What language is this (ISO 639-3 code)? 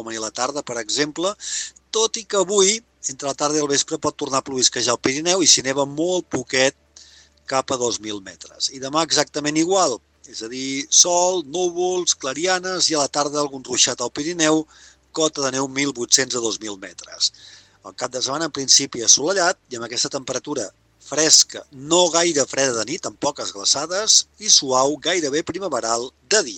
cat